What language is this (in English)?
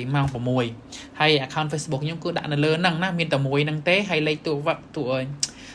Khmer